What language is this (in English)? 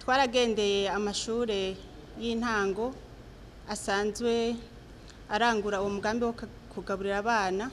Rundi